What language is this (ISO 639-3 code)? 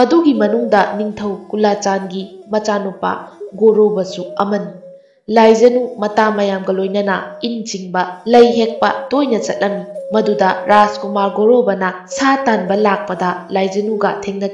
mni